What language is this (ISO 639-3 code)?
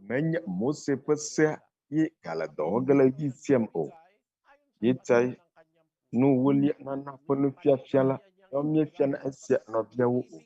ewe